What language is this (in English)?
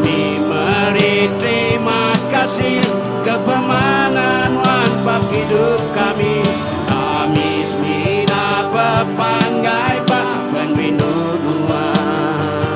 Iban